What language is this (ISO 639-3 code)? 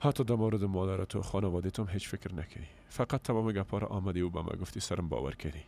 fas